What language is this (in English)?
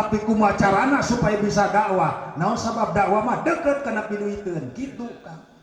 Sundanese